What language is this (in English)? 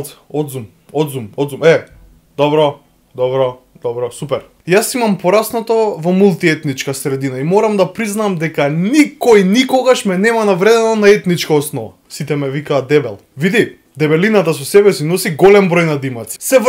Macedonian